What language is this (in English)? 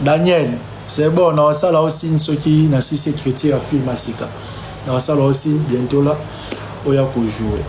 Lingala